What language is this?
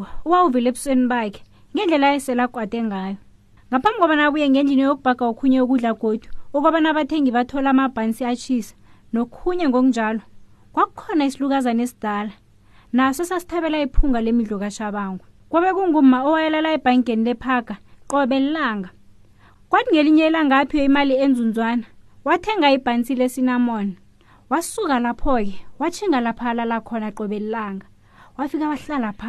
South Ndebele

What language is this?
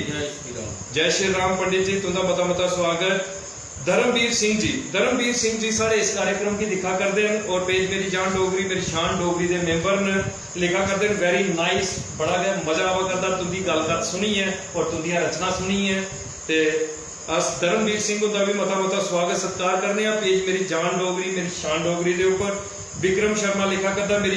Dogri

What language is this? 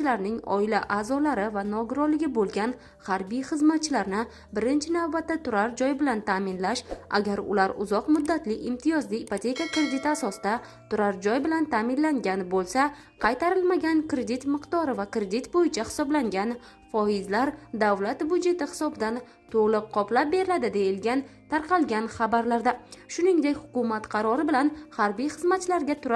Uzbek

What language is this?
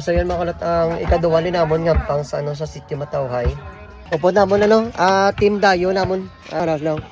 Hiligaynon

